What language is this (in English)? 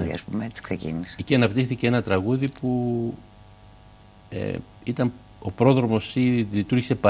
Greek